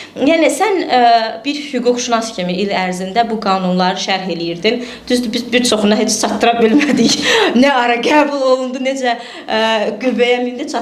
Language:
Azerbaijani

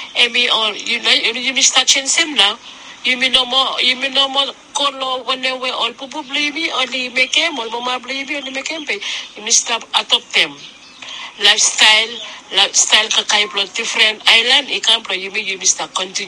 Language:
Bislama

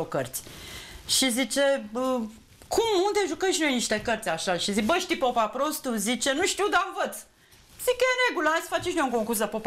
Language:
Romanian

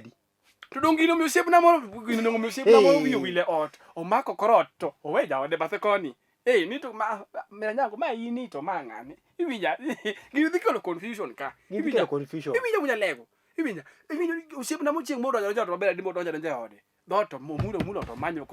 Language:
Luo (Kenya and Tanzania)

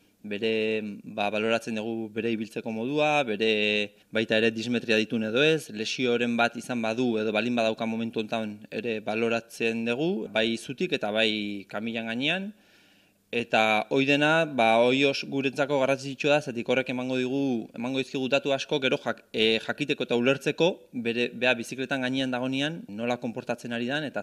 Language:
Basque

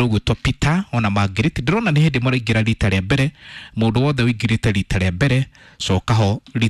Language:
Kikuyu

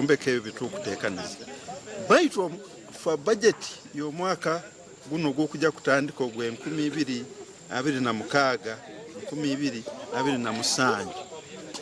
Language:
Nyankole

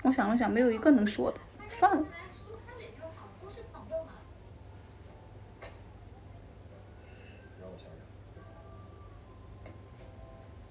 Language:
Chinese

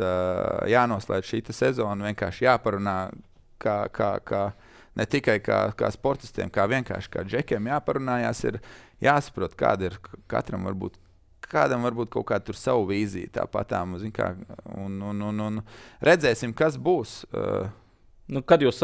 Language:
Latvian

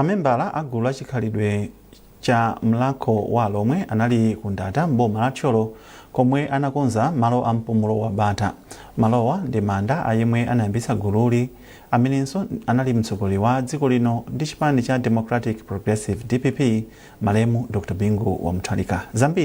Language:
Nyanja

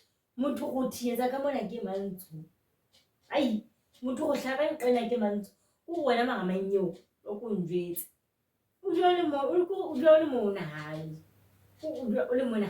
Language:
Southern Sotho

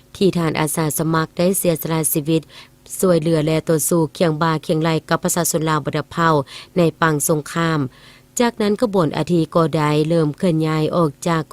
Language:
Lao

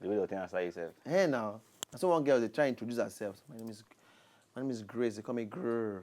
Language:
Nigerian Pidgin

